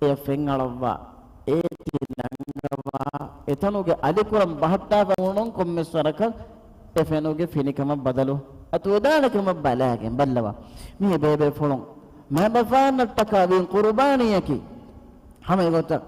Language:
Divehi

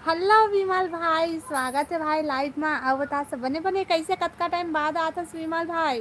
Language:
Chhattisgarhi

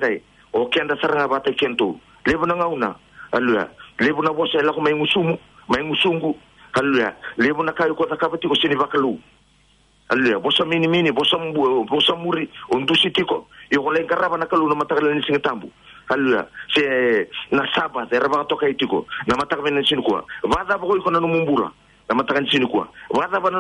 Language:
Fijian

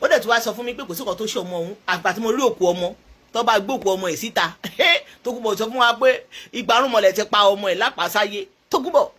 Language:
Yoruba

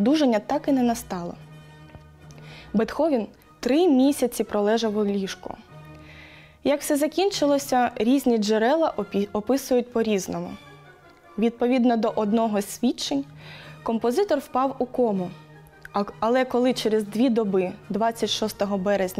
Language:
Ukrainian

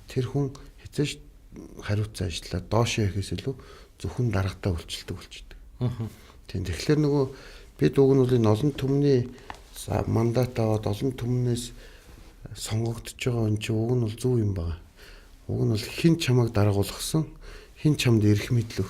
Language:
Mongolian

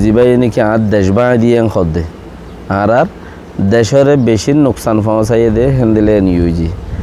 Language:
Rohingya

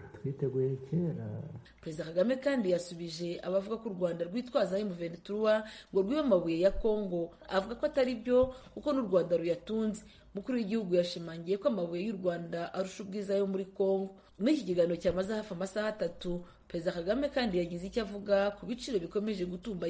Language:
Kinyarwanda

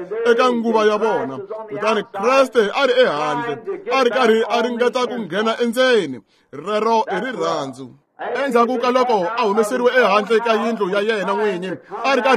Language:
Tsonga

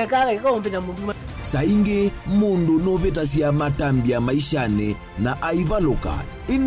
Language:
Kamba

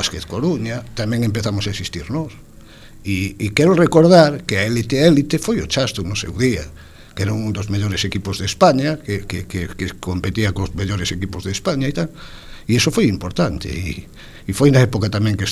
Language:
Galician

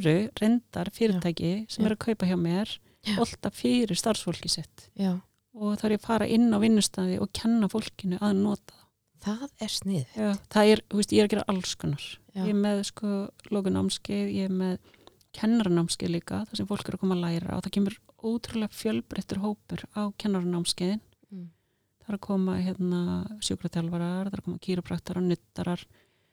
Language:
Icelandic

